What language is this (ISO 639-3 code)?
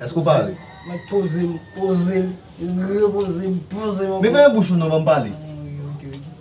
hat